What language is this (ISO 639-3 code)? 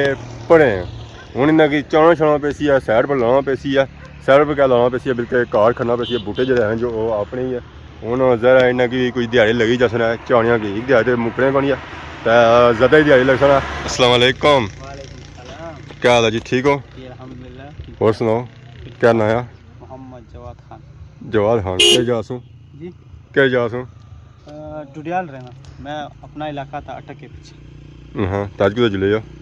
phr